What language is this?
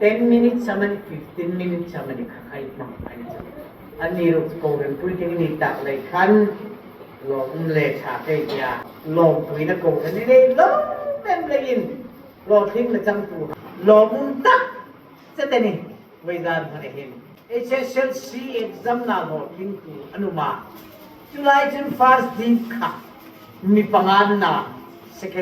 Hmar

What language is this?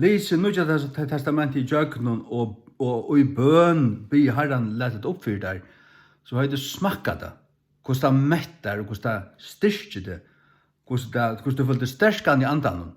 Faroese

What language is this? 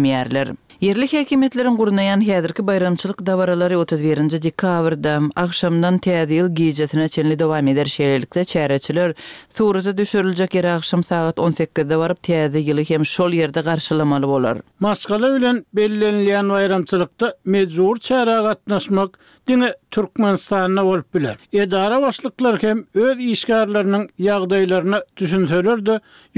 Turkmen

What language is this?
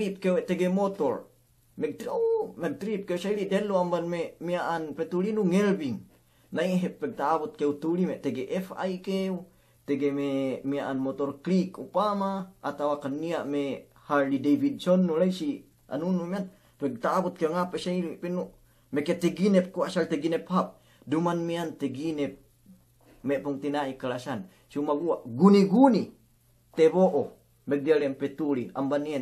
Yakan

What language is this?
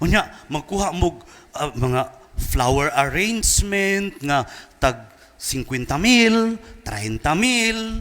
Cebuano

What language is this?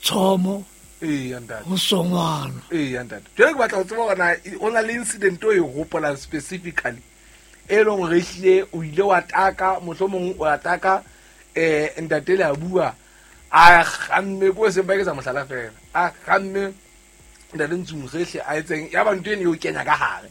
Southern Sotho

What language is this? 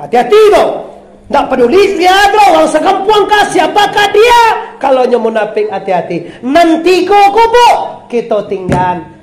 Minangkabau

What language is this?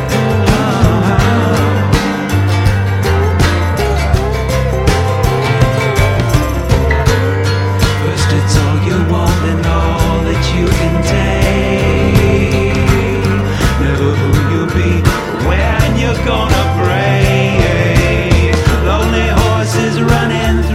English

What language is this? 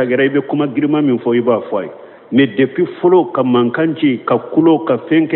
Bambara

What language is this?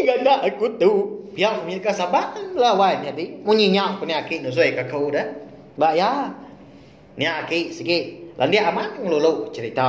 Iban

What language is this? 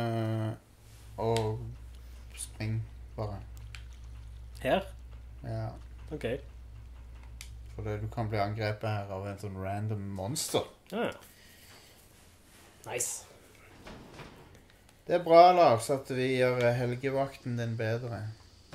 Norwegian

